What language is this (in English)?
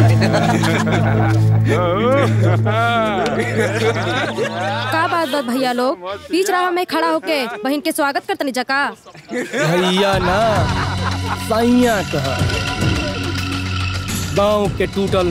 Bhojpuri